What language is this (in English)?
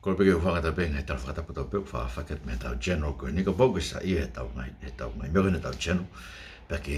Tongan